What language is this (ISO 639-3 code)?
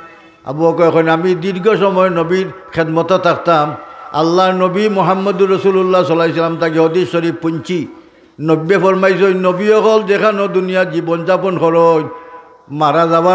syl